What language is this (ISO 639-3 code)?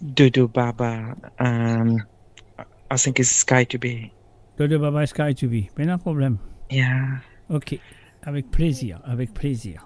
mfe